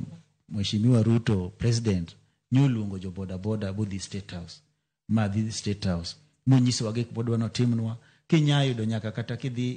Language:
Luo (Kenya and Tanzania)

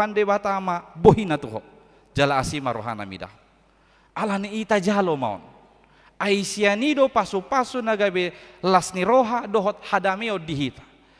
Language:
Batak Toba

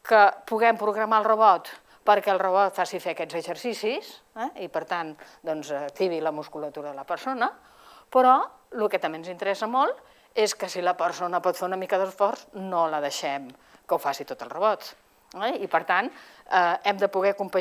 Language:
Catalan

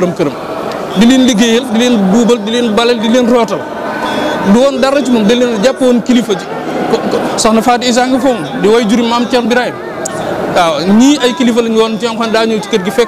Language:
Wolof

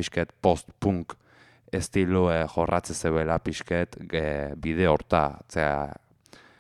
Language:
Basque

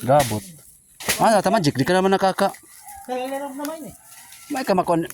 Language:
Waray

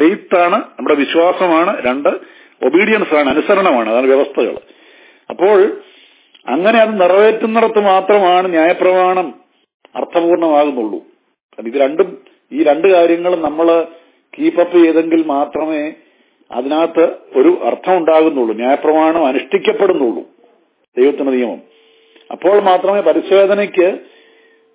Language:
Malayalam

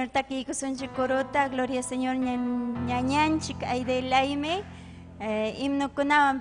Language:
Ayacucho Quechua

